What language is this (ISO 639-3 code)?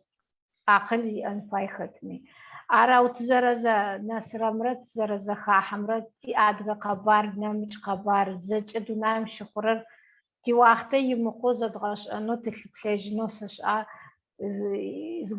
ady